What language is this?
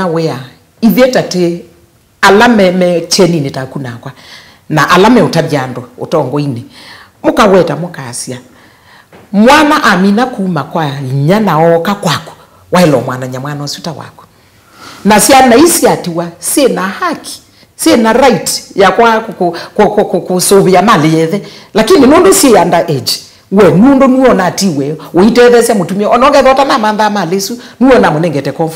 Kamba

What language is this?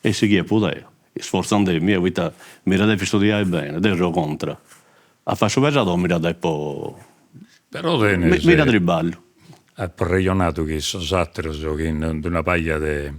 Sardinian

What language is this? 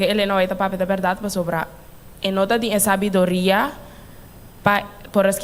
Papiamento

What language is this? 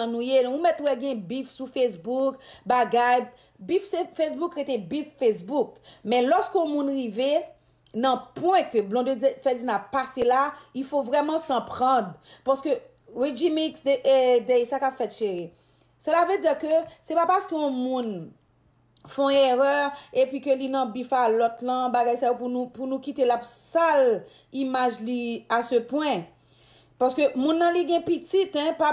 Haitian Creole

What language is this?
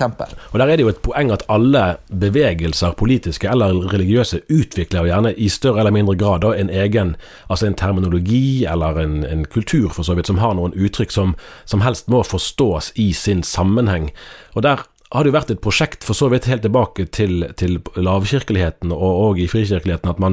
Norwegian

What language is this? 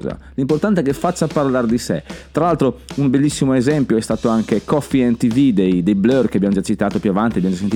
Italian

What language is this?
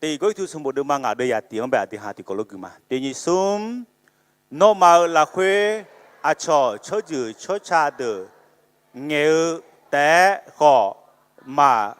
Akha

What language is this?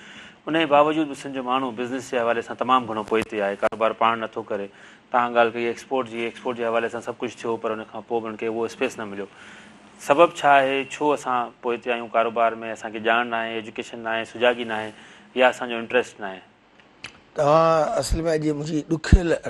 Sindhi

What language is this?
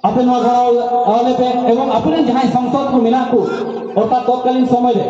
Santali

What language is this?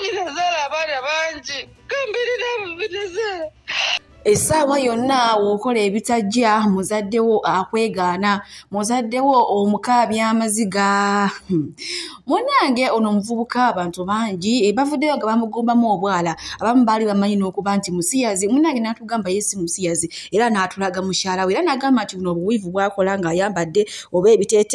Ganda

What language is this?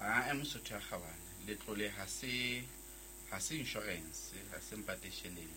Southern Sotho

